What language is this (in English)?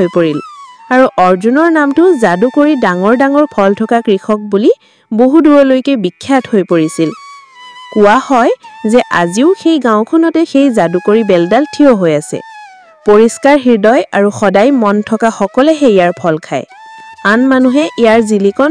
Assamese